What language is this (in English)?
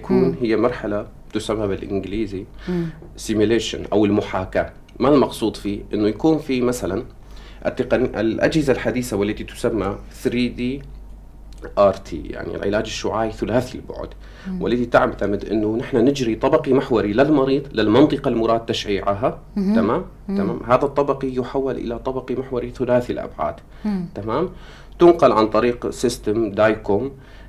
North Levantine Arabic